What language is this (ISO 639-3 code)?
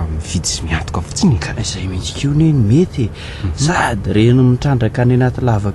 mlg